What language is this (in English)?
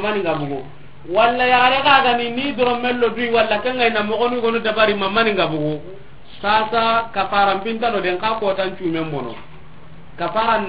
Soninke